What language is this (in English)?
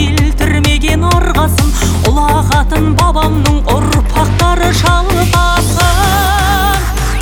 Kazakh